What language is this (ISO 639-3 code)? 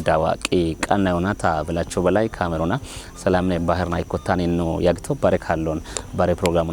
kbr